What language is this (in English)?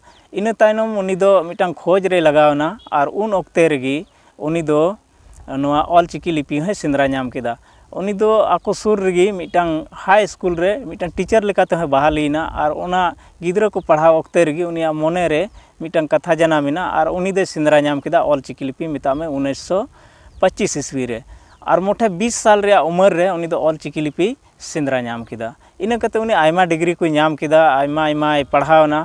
Santali